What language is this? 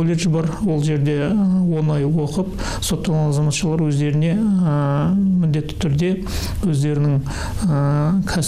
Kazakh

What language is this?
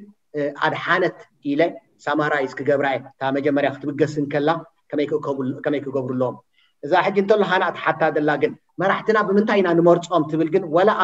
Tigrinya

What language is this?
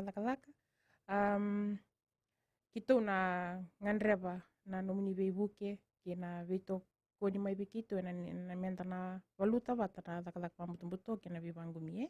Fijian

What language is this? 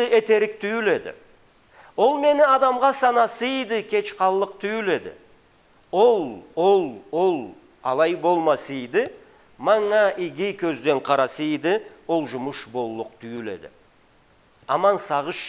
Karachay-Balkar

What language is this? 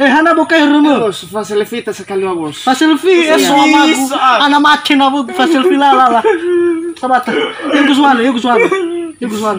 Nias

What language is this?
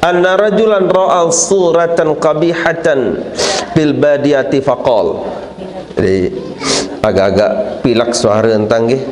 Sasak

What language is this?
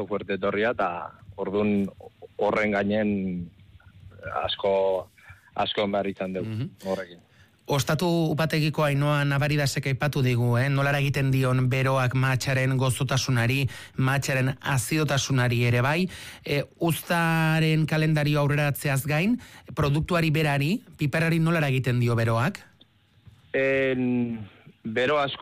Basque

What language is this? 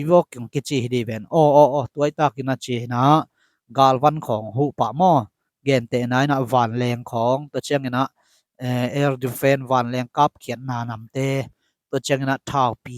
Tedim Chin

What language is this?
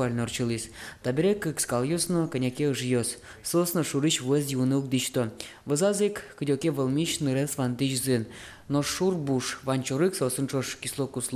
Udmurt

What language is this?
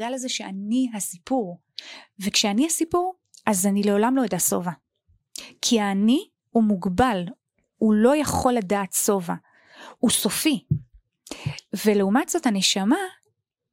Hebrew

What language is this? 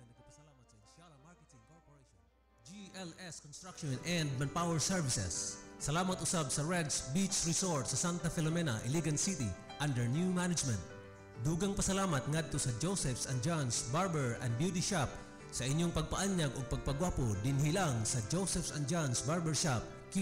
Cebuano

